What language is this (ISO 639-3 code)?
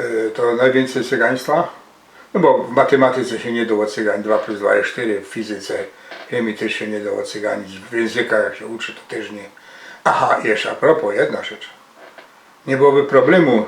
szl